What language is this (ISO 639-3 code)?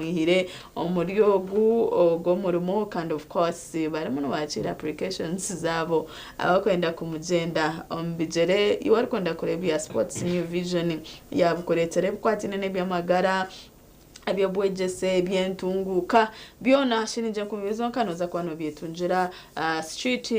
nyn